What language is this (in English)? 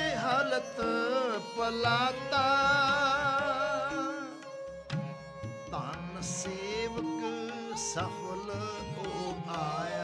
Punjabi